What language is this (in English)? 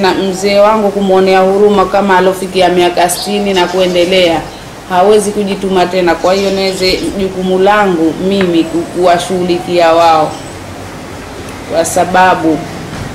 Swahili